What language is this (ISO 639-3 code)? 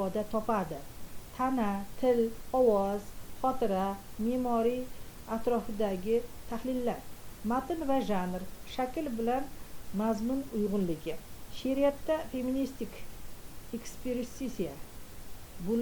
uzb